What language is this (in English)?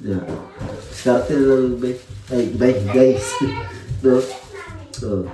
Cebuano